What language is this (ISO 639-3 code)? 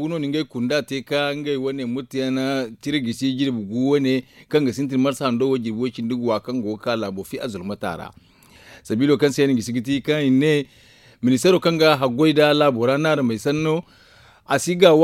dje